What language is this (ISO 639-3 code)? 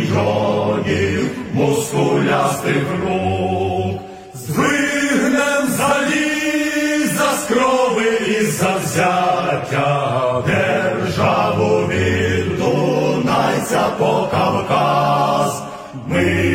ukr